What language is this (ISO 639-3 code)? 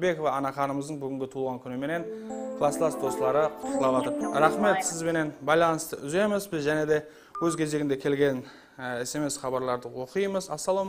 kaa